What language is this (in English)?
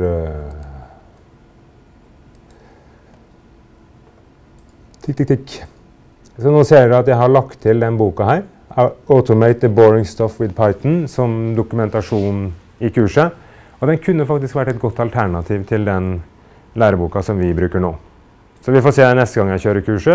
Norwegian